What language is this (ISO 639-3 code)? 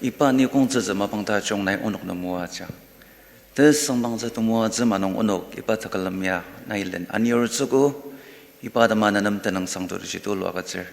njo